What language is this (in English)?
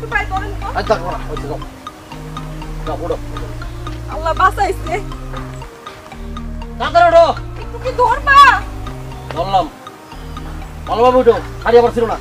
Bangla